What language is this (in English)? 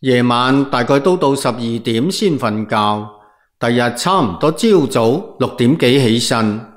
Cantonese